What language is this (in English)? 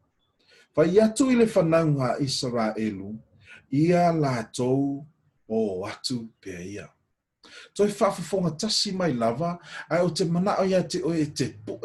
Samoan